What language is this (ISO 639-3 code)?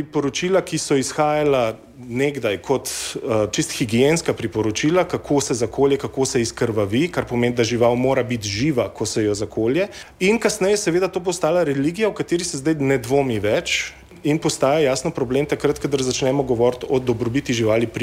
slv